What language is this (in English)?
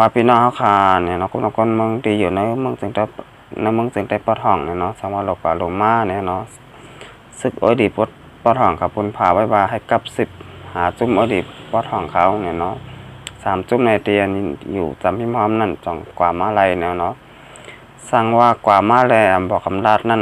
Shan